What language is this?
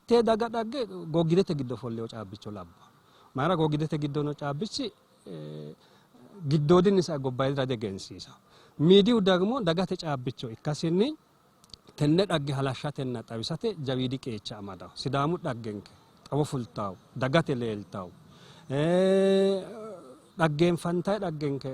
Sidamo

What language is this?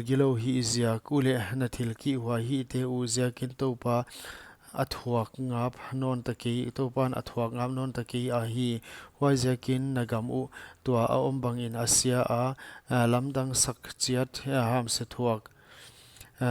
Paite Chin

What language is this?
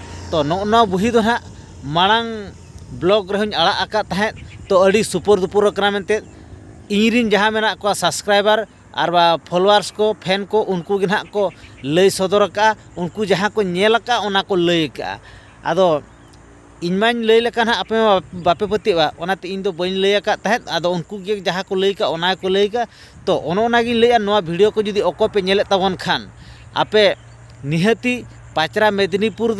Santali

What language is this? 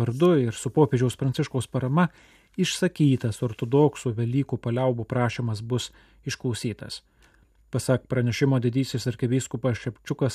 Lithuanian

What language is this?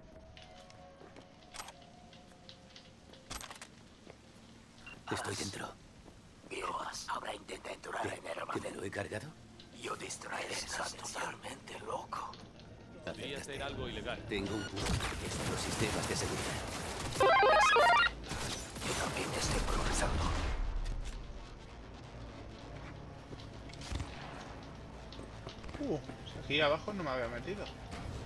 Spanish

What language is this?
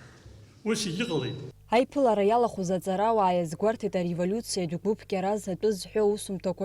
Abkhazian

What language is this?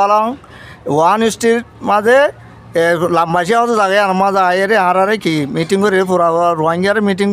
Rohingya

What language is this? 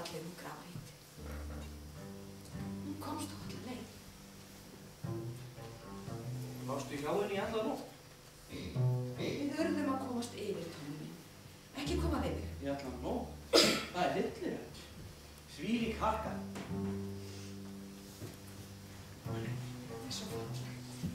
Icelandic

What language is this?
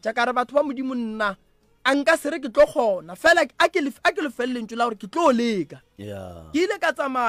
Northern Sotho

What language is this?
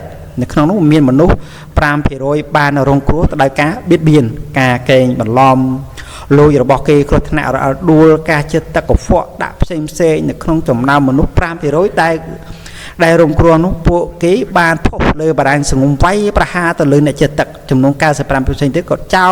Khmer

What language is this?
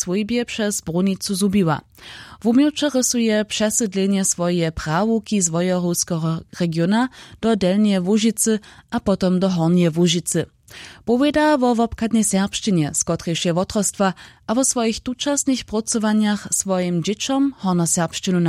Upper Sorbian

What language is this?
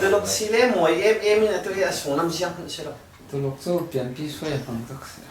Falam Chin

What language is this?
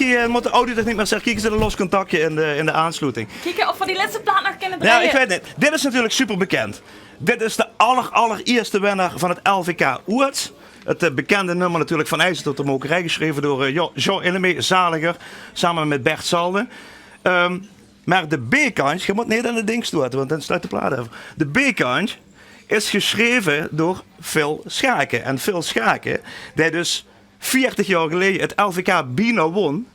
Limburgish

